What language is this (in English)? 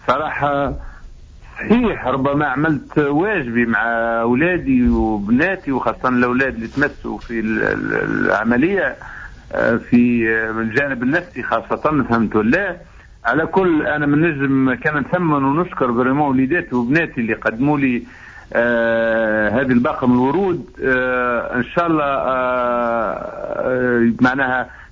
Tunisian Arabic